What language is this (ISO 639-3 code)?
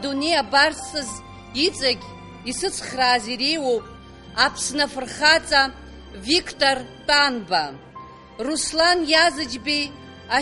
abk